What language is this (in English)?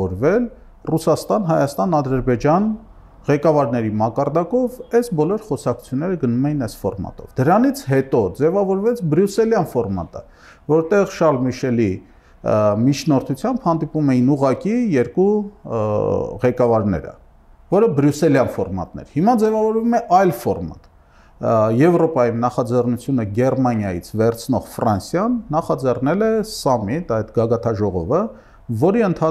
Armenian